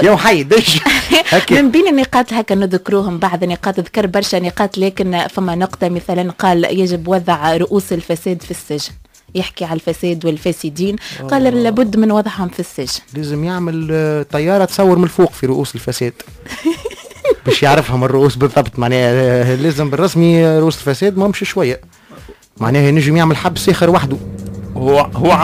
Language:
Tunisian Arabic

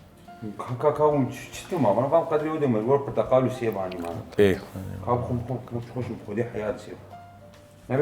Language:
Kurdish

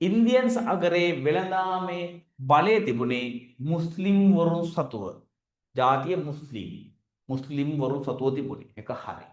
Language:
Sinhala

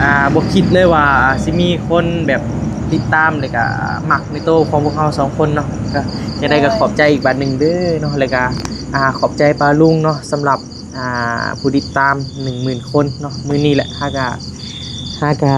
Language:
Northeastern Thai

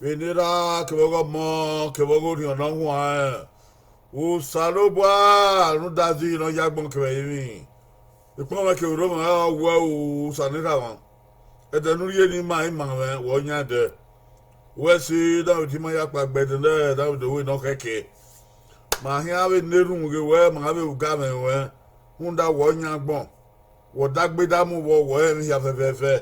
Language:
Bini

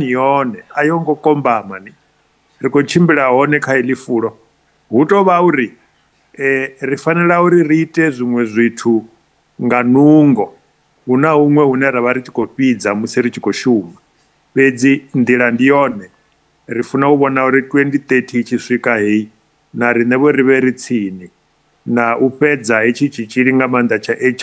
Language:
Venda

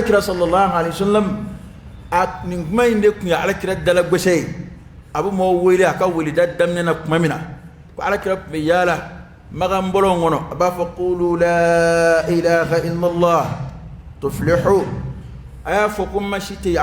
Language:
Dyula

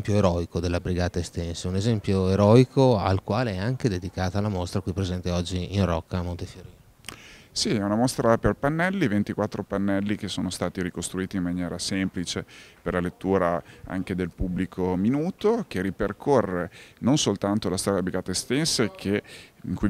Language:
Italian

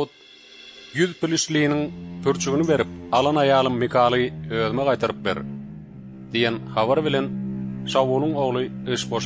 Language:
Turkmen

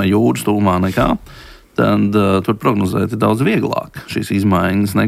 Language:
Latvian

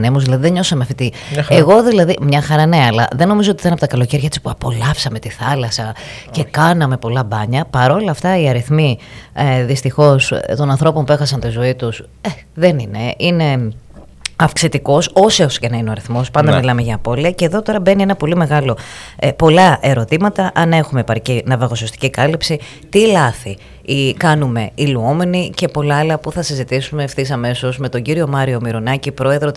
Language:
Greek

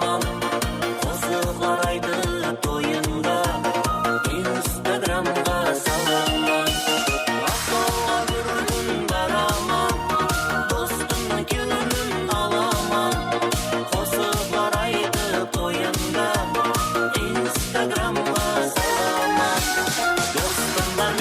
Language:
Kara-Kalpak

